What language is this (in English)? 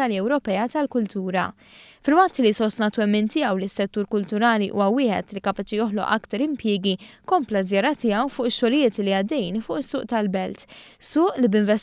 Maltese